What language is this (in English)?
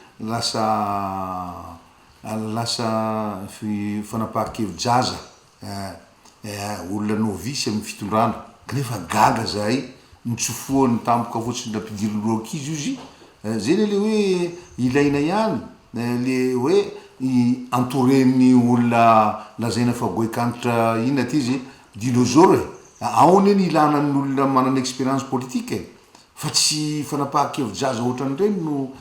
Malagasy